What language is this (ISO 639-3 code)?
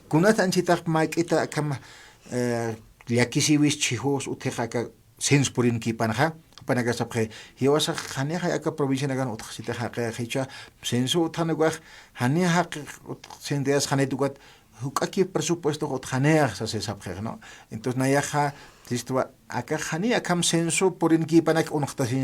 aym